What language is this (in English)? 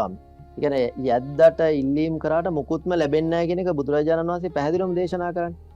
Sinhala